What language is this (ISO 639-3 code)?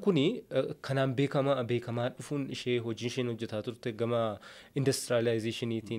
orm